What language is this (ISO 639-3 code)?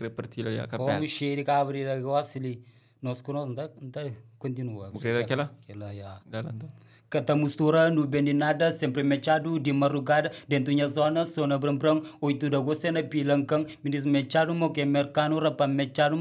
kea